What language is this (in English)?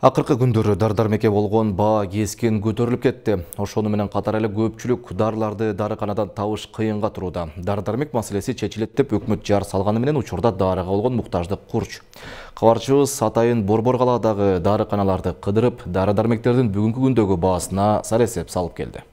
Kyrgyz